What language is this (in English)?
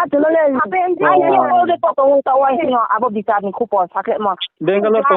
Riang (India)